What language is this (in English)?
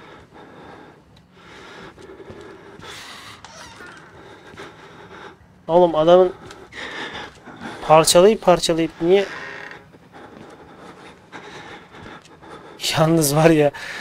Turkish